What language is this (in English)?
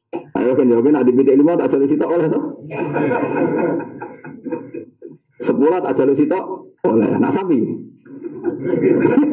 Javanese